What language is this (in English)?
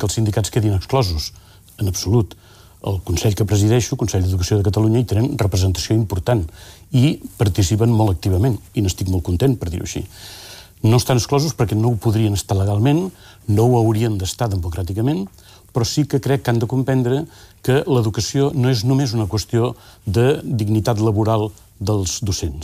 Catalan